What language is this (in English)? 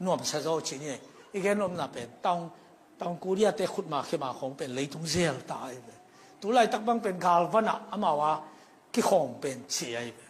Tedim Chin